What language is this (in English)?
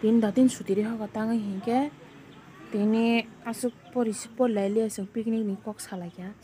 Kok Borok